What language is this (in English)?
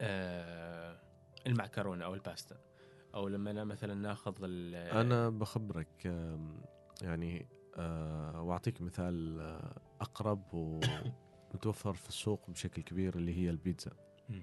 Gulf Arabic